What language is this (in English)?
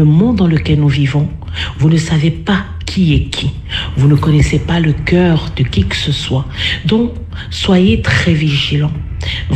French